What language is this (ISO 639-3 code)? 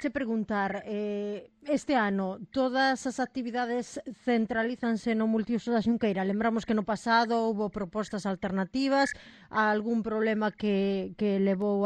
glg